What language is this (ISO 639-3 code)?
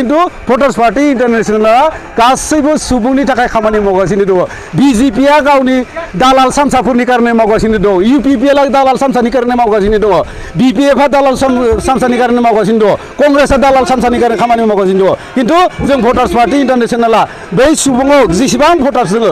brx